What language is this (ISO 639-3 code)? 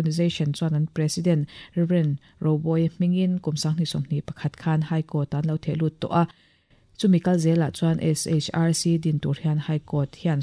lus